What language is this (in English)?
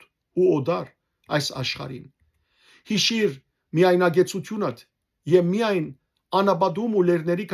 Western Armenian